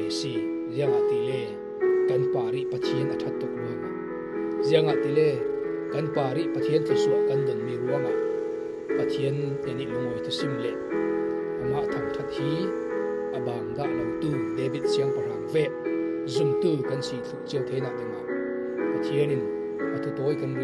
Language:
Falam Chin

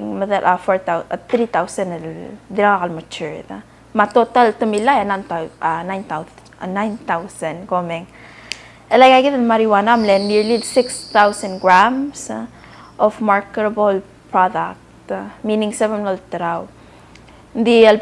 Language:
Palauan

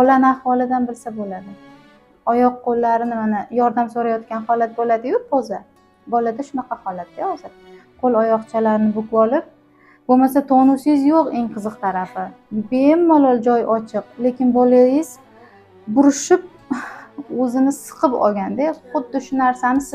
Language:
Uzbek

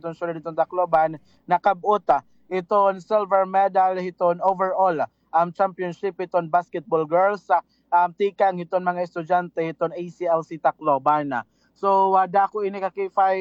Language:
Waray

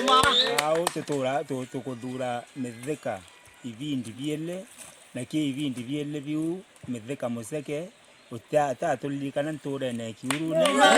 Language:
Meru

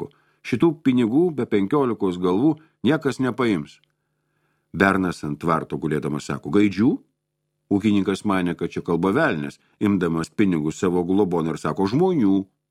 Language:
Lithuanian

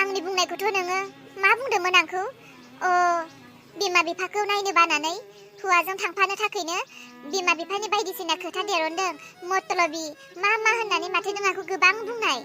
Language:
Bodo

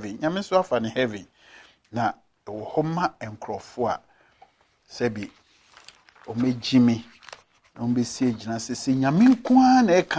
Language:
Akan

